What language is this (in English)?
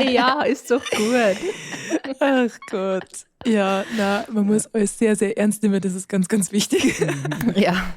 Bavarian